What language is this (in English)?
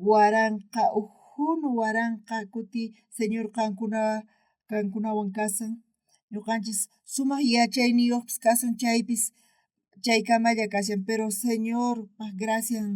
South Bolivian Quechua